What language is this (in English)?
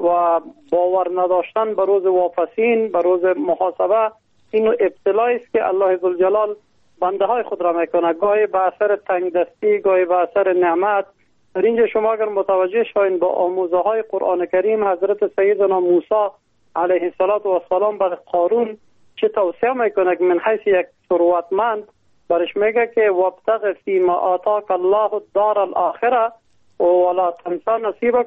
Persian